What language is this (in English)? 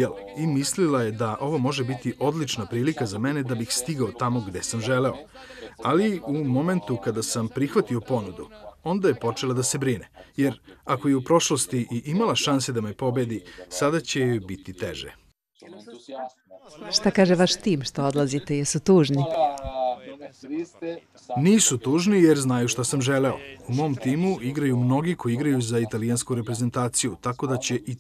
Serbian